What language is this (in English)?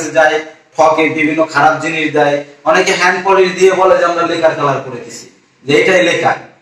Bangla